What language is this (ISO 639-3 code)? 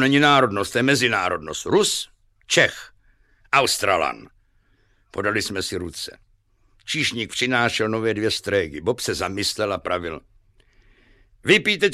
ces